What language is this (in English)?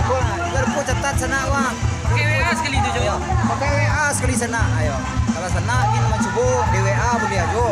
Minangkabau